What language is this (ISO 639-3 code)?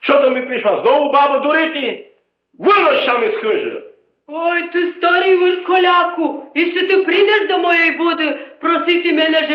rue